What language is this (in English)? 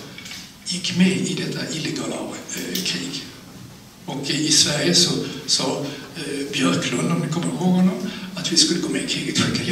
Swedish